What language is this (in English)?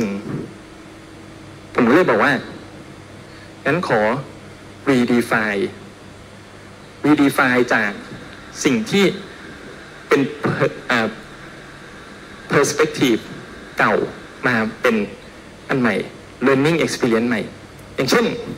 Thai